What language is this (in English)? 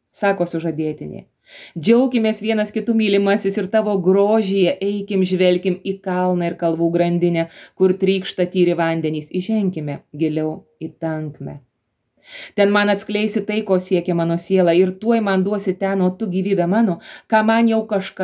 Lithuanian